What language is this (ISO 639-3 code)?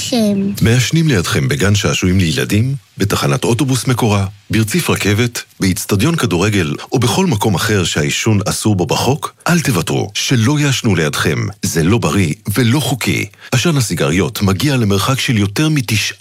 heb